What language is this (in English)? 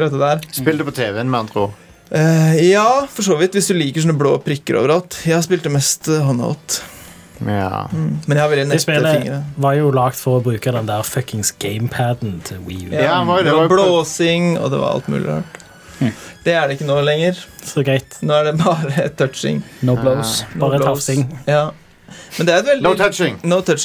Norwegian